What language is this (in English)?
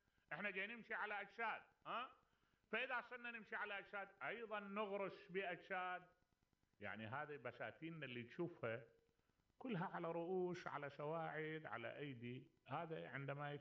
Mesopotamian Arabic